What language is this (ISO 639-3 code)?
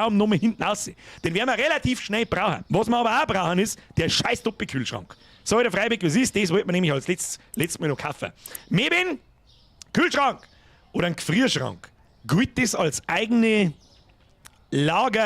bar